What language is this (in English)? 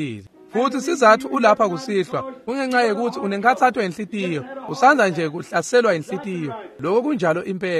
Swati